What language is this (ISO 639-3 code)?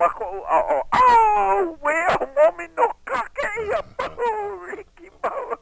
haw